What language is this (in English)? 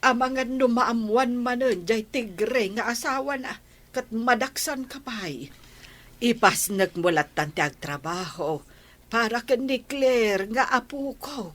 Iloko